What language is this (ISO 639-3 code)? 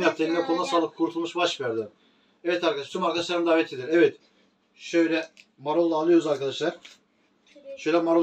tur